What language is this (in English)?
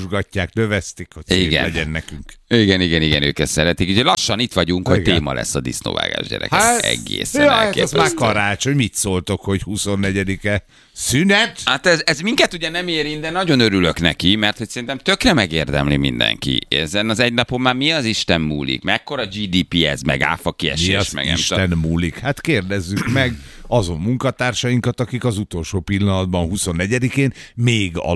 Hungarian